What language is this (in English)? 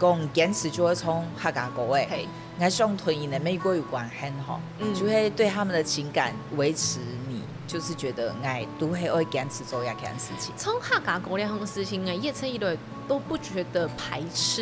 Hakka Chinese